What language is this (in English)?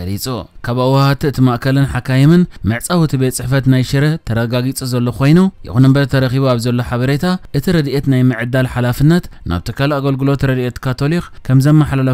Tigrinya